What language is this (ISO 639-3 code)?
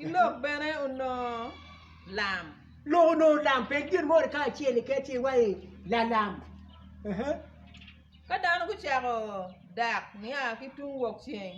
ach